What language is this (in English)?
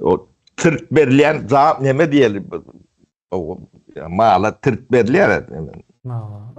Turkmen